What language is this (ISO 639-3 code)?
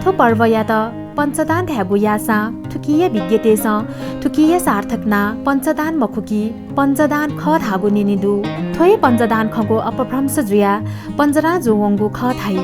new